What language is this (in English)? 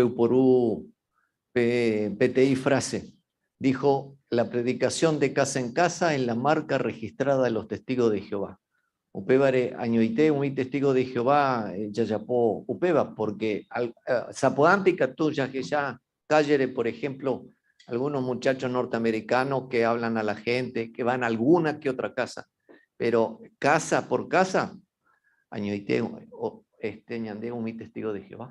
Guarani